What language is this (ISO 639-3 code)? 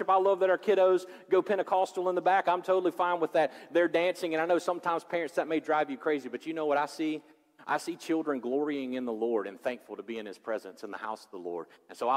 eng